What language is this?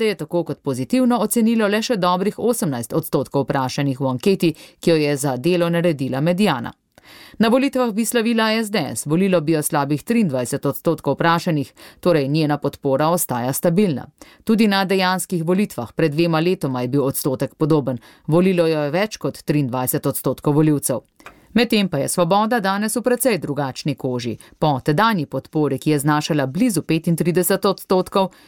Slovenian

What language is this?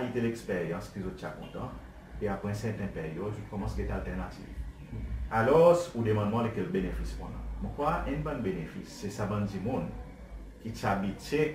Seselwa Creole French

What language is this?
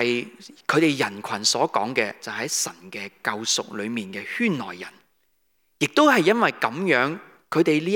Cantonese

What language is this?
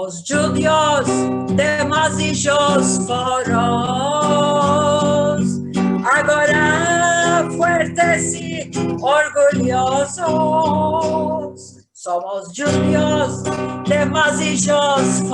Ladino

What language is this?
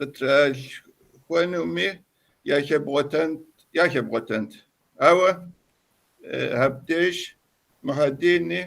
Kabardian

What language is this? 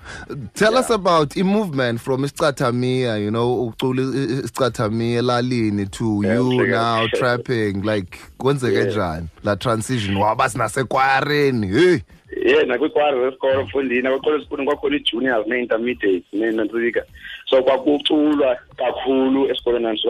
Xhosa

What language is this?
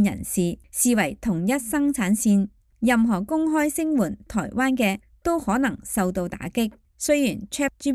Cantonese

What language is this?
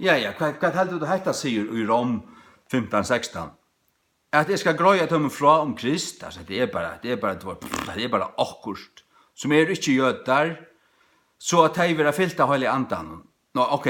Faroese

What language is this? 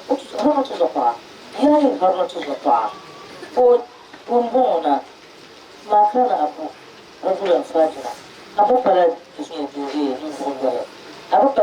Dagbani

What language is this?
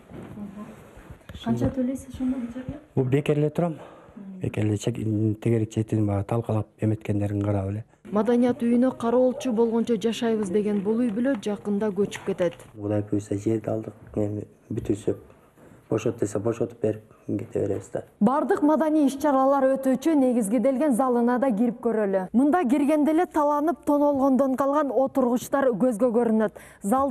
Kyrgyz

